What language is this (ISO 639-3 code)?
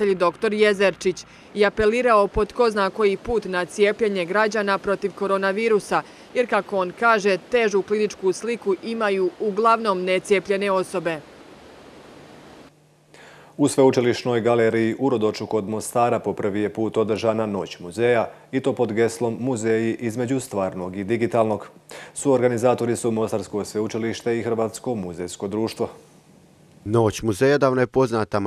hrv